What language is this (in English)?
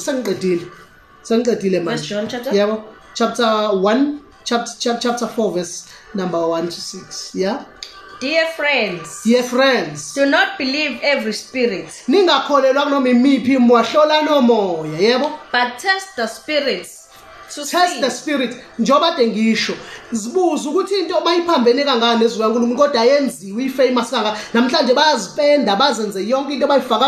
Zulu